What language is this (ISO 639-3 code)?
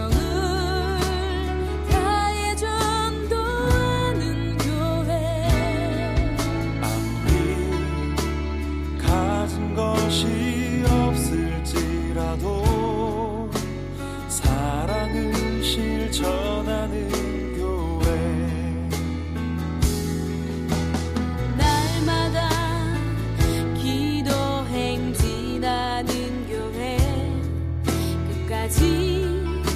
kor